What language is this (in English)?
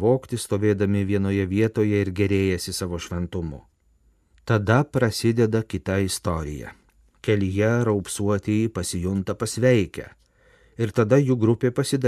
Lithuanian